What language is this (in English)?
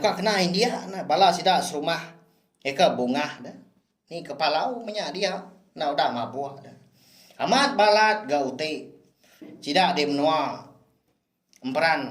Iban